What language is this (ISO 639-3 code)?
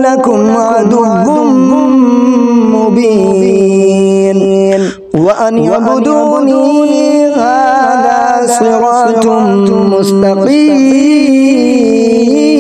ara